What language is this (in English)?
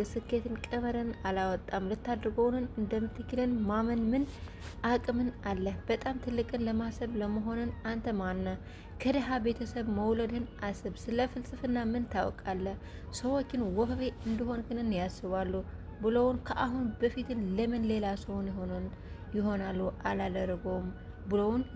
Amharic